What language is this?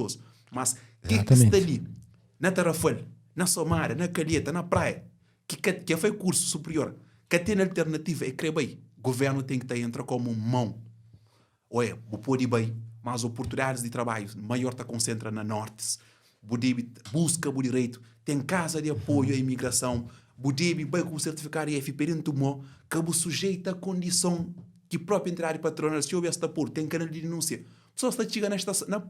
Kabuverdianu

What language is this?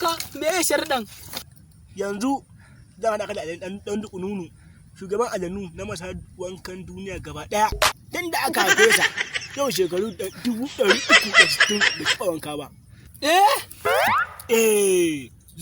Hausa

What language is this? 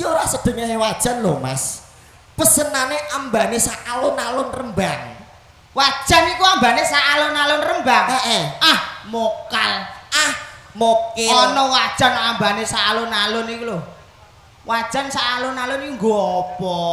Javanese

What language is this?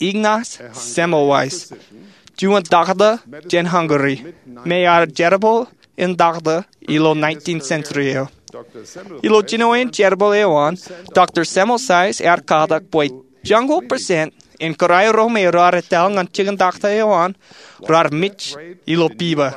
Marshallese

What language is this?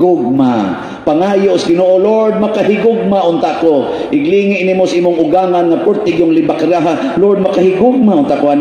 Cebuano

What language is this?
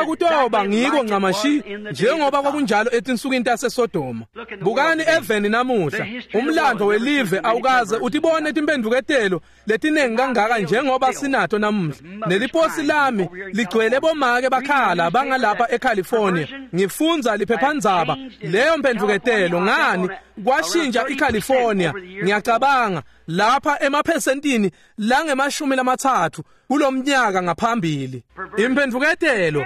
Swati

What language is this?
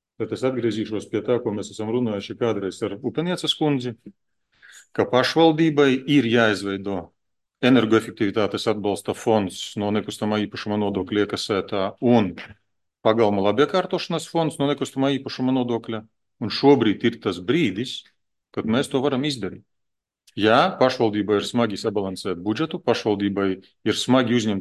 Latvian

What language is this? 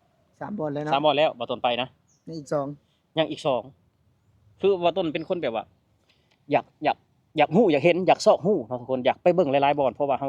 Lao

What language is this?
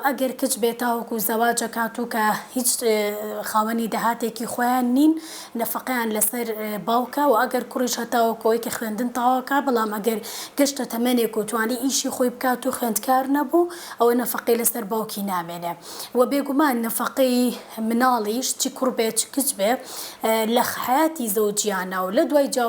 Central Kurdish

